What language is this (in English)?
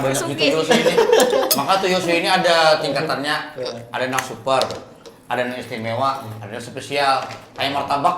Banjar